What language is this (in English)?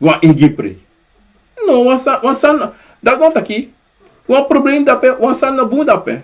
Sranan Tongo